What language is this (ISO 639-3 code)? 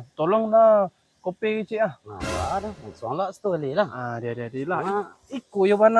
min